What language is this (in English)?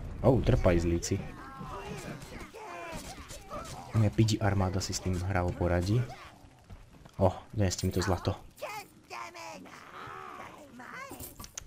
Slovak